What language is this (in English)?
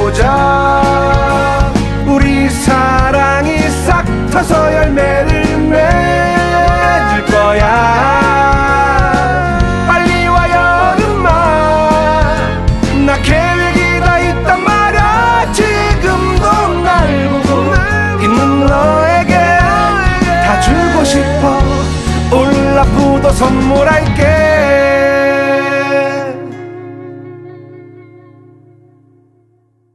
Korean